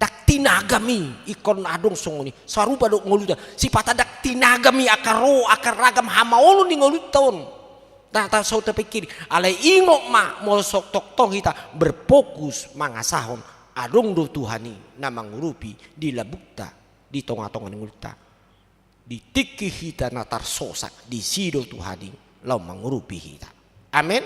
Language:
Batak Toba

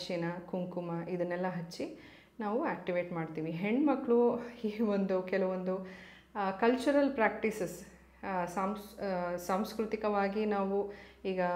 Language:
Kannada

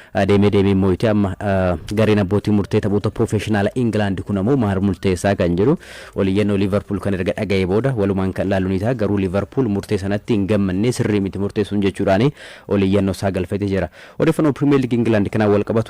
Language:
Oromo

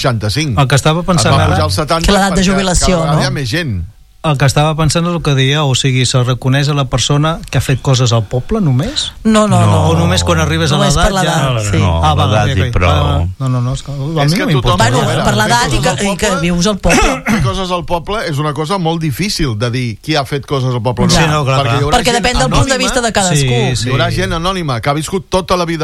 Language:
Catalan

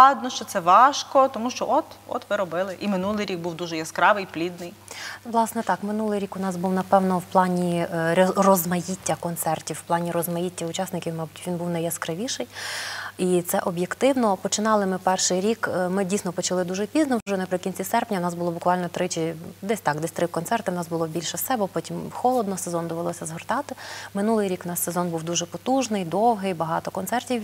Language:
Ukrainian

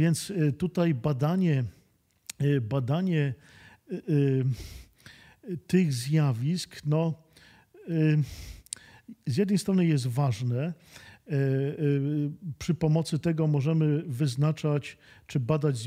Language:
Polish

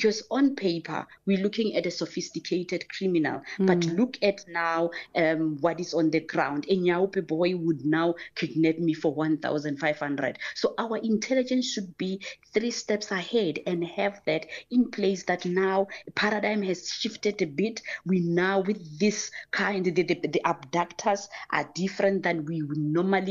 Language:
English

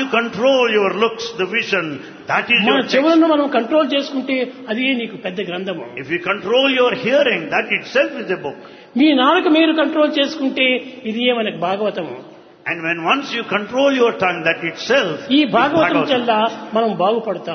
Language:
Telugu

